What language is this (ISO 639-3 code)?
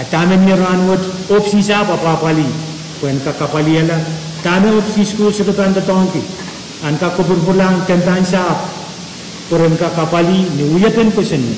pon